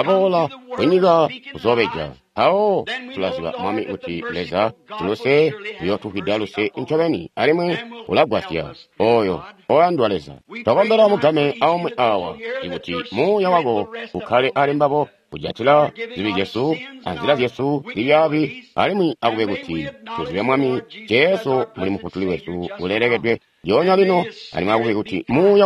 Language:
Tonga (Zambia)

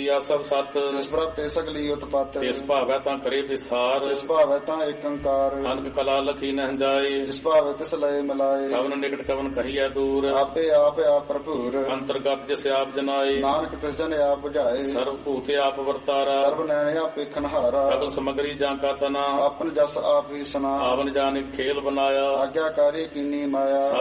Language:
Punjabi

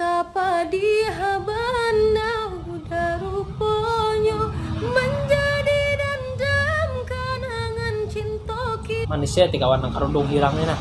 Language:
Banjar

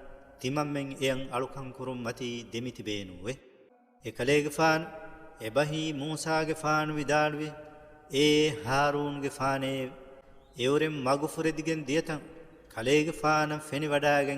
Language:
Divehi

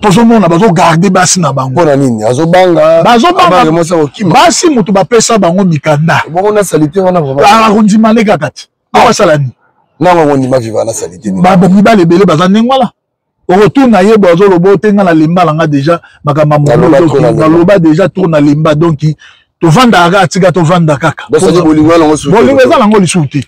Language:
Lingala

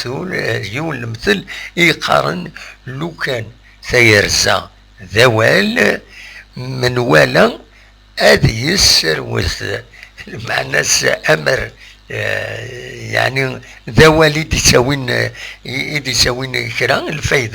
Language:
Kabyle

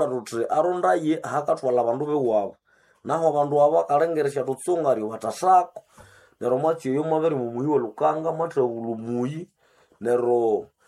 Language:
Nande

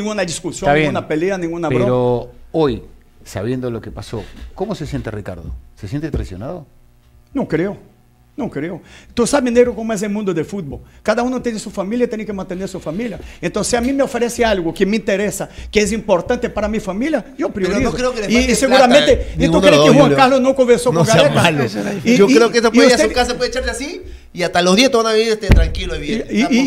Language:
Spanish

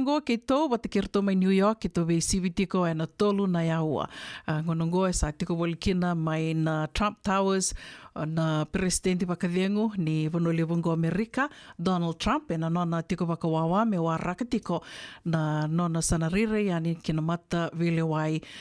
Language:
Fijian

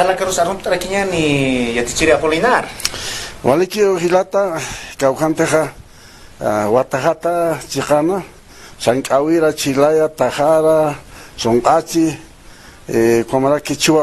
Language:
Aymara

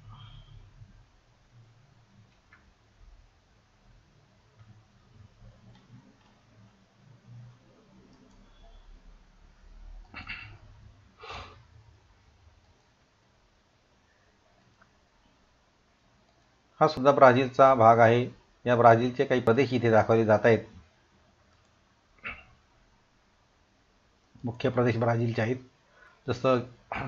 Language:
Marathi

